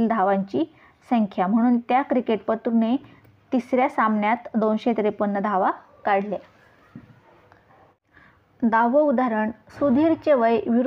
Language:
Marathi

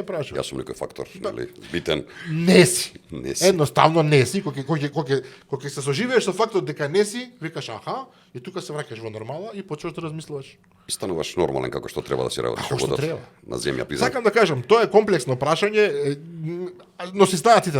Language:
Macedonian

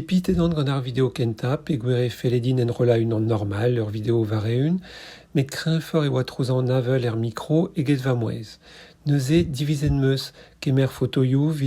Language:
Breton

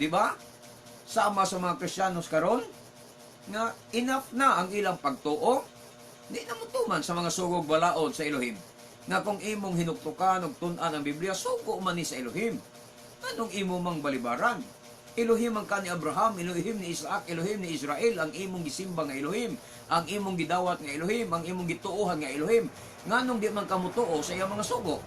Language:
Cebuano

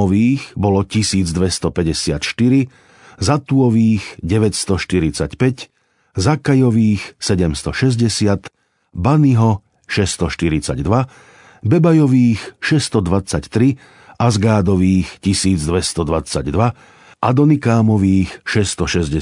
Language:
Slovak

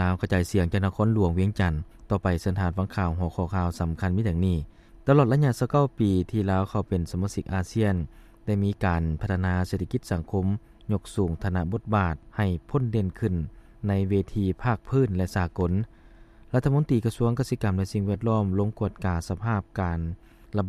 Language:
Lao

